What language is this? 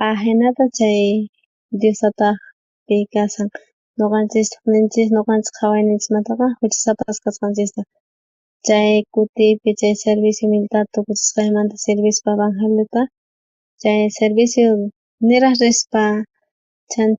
South Bolivian Quechua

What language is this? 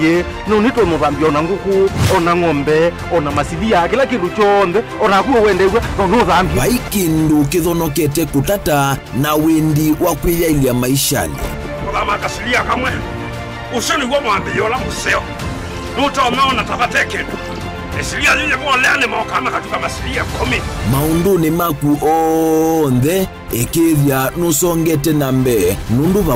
Kamba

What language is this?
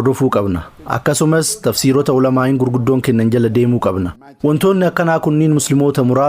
Oromo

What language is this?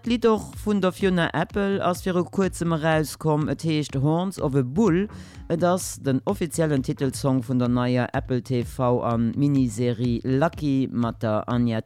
Luxembourgish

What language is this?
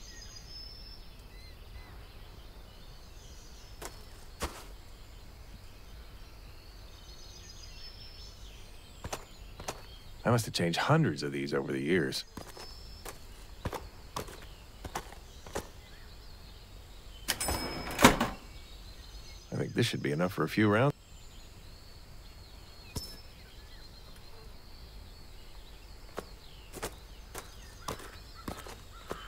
English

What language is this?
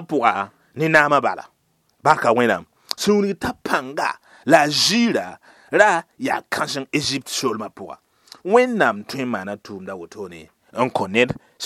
Mossi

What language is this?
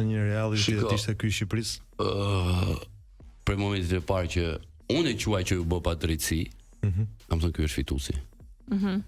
Albanian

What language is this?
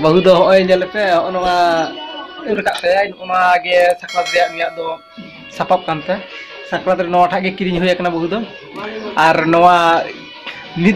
Santali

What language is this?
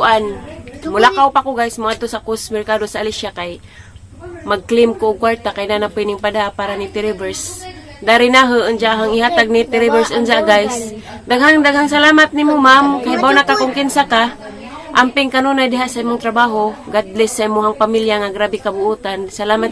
Cebuano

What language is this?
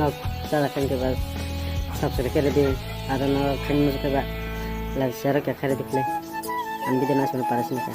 Kok Borok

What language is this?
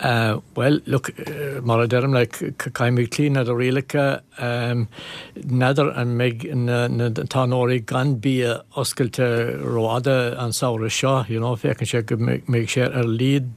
Irish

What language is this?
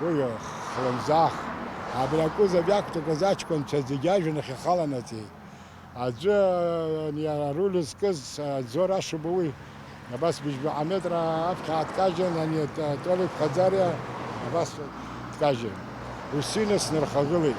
Abkhazian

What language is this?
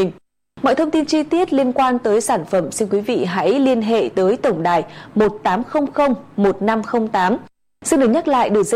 Vietnamese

